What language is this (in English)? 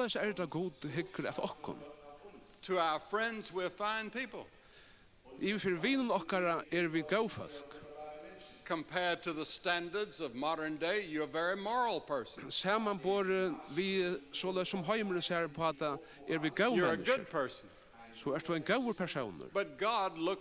Faroese